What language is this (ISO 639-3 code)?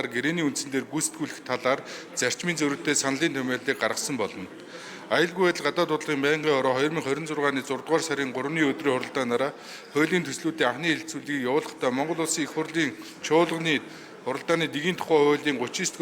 mon